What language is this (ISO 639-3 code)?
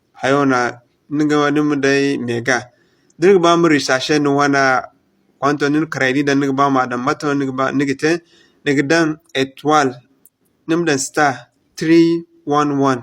dje